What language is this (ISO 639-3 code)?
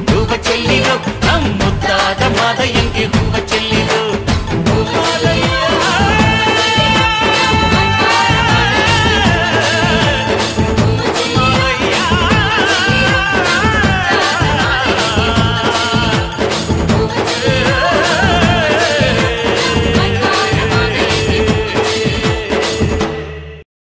kan